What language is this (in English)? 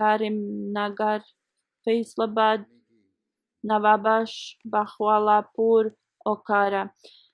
Bosnian